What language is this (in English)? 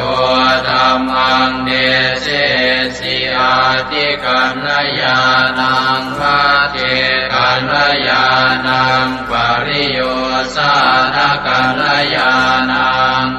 Pali